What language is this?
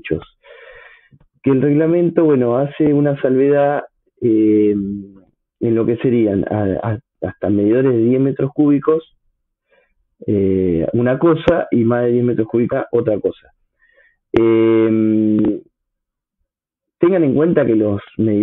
Spanish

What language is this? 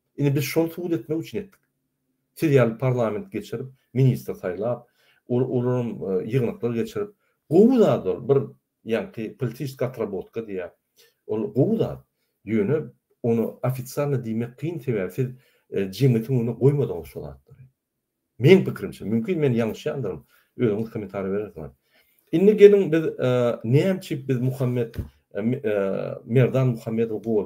Turkmen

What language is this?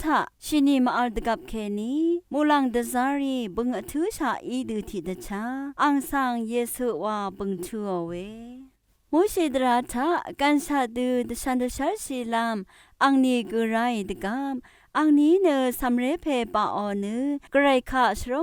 Rawang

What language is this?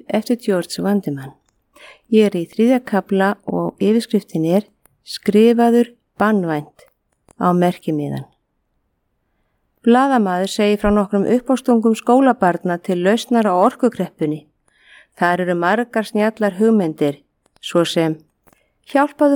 Icelandic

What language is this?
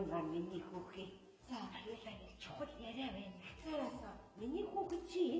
Mongolian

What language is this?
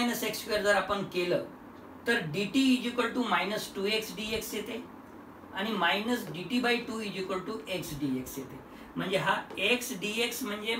Marathi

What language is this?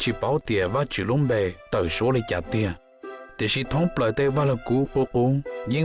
Hmong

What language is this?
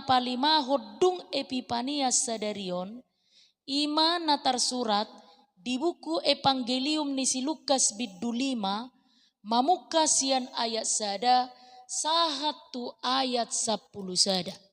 Batak Toba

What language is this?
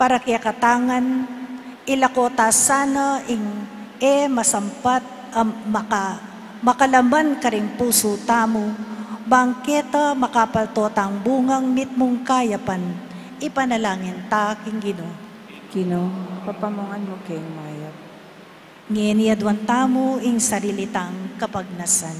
Pampanga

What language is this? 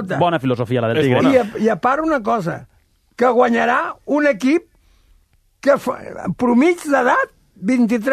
Catalan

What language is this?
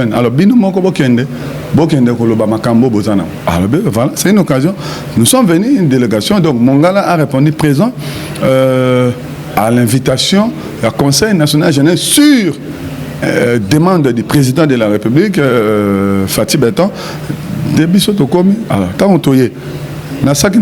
Lingala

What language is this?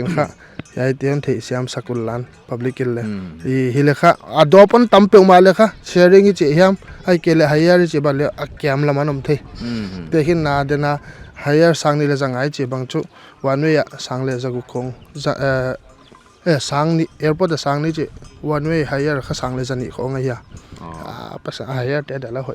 Paite Chin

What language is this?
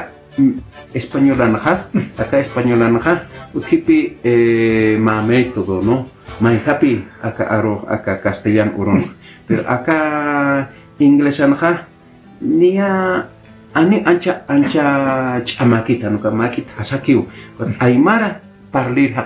Aymara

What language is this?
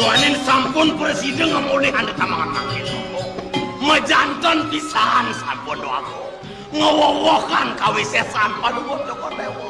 Balinese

